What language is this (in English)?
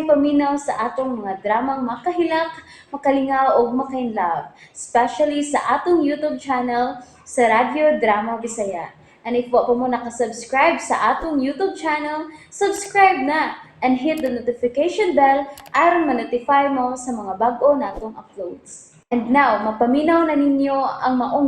Cebuano